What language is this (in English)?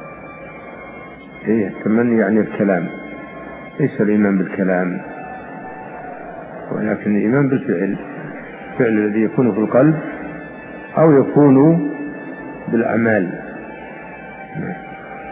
Arabic